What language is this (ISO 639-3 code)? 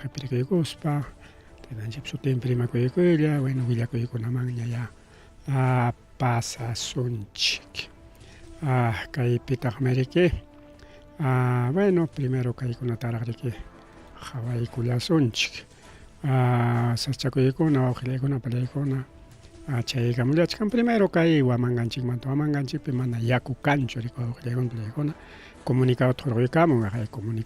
quy